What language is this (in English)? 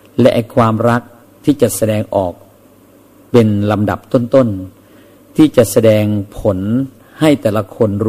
Thai